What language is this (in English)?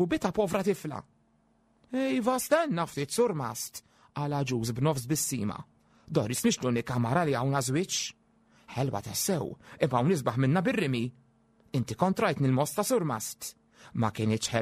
Maltese